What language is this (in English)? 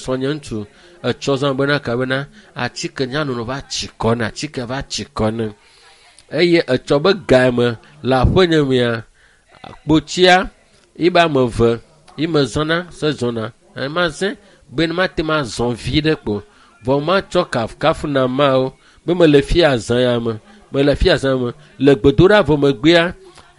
Ewe